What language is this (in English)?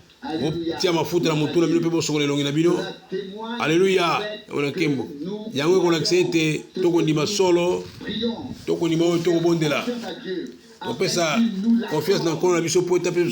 Lingala